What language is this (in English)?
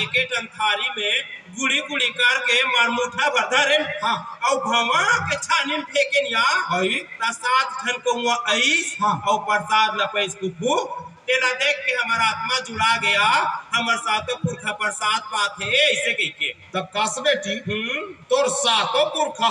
Chhattisgarhi